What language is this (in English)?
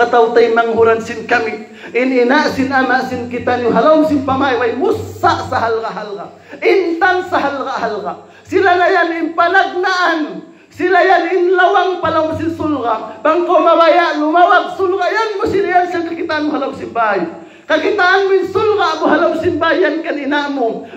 Tausug